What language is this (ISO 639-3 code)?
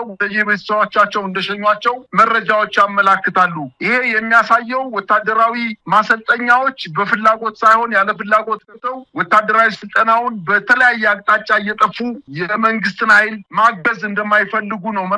amh